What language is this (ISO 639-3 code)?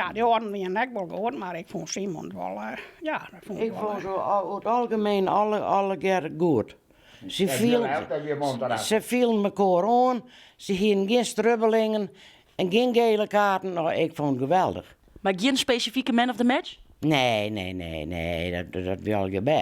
fry